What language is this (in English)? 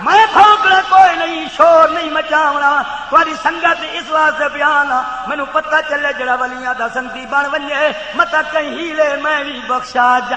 Saraiki